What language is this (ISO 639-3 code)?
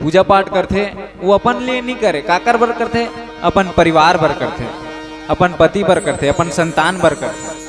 hne